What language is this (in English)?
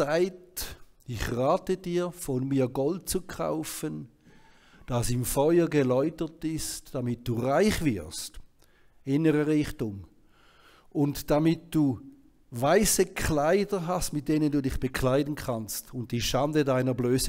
Swiss German